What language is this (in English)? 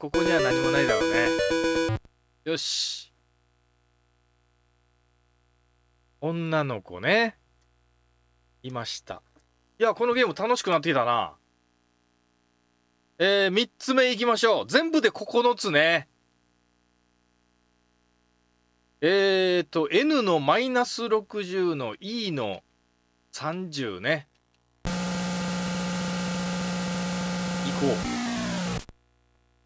Japanese